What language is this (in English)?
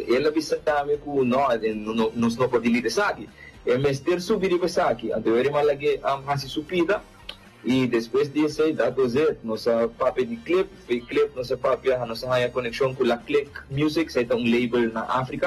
Papiamento